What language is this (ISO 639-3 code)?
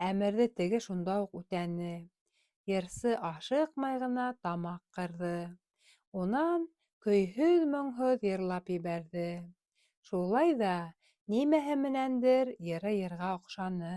bak